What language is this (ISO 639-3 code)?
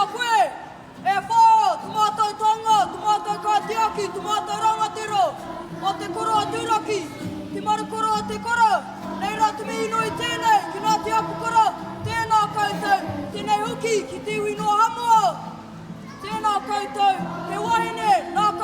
mri